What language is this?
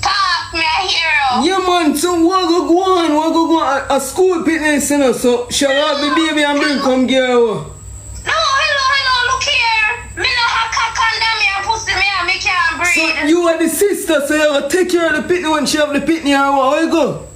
Jamaican Creole English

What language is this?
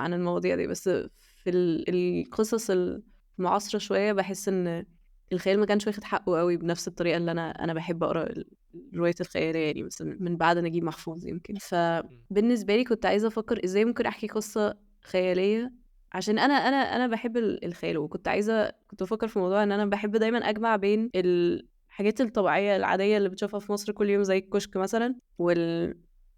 Egyptian Arabic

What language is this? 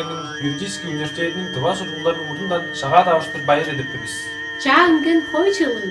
Tuvinian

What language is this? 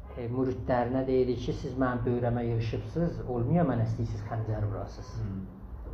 South Azerbaijani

